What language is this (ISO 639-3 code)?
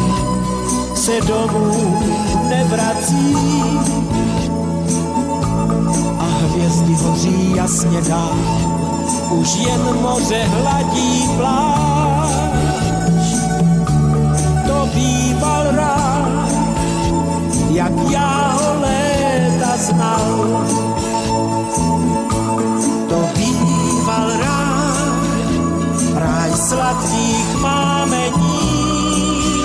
ces